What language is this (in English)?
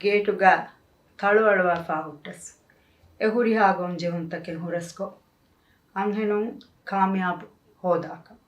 Divehi